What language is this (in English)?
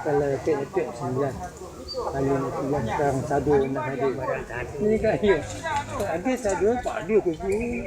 Minangkabau